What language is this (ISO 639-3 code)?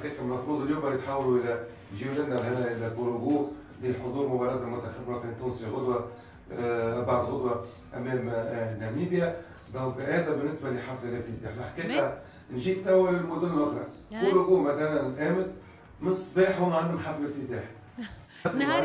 aeb